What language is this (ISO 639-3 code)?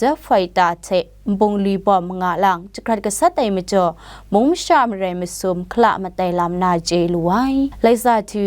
kac